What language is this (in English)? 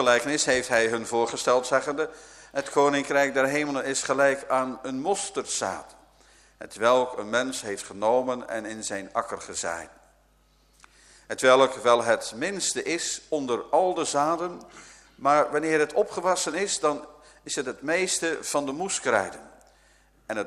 Dutch